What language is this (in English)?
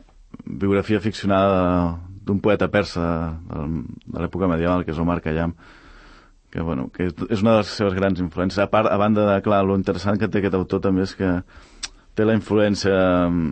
Catalan